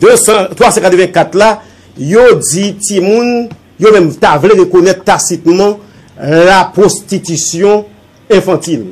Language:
Haitian Creole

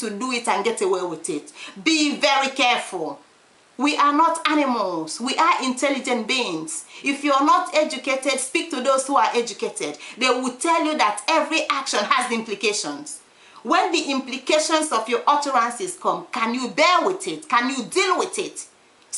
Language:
Igbo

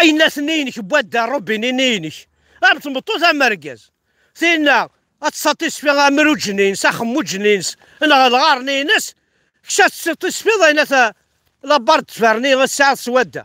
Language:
Kabyle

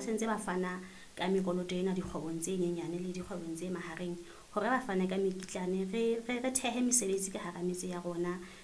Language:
Southern Sotho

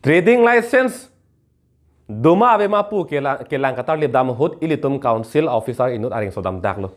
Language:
Karbi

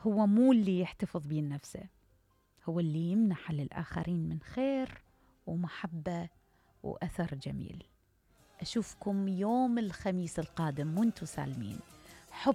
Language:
Mesopotamian Arabic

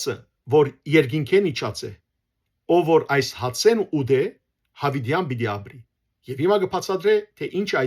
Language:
Western Armenian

